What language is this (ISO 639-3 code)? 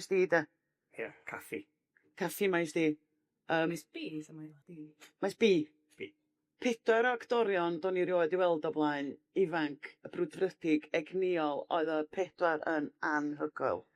cym